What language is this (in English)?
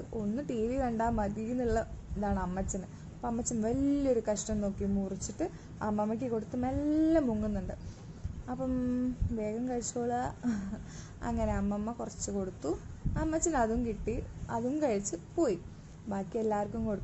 Malayalam